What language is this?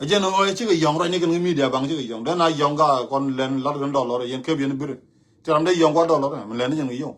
Nuer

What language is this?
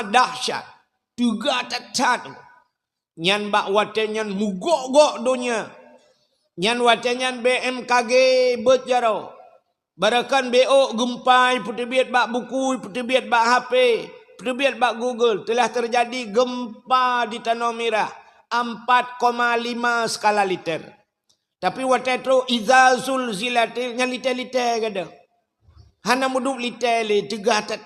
Achinese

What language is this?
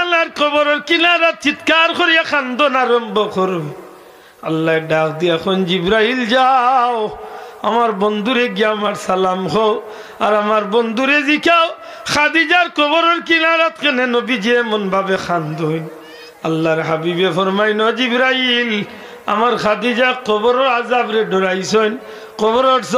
Sylheti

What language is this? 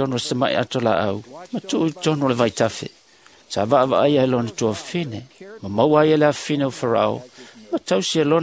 Samoan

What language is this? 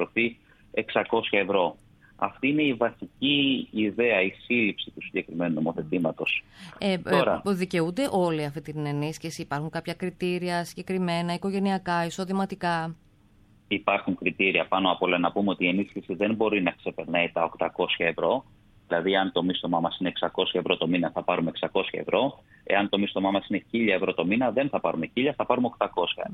Greek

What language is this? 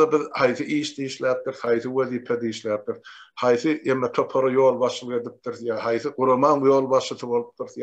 Turkmen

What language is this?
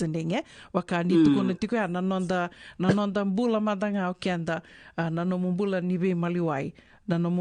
Fijian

